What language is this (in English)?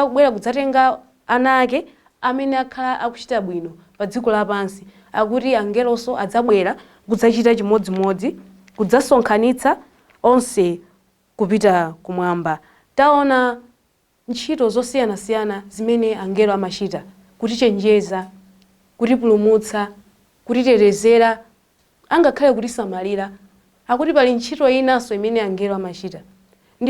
Nyanja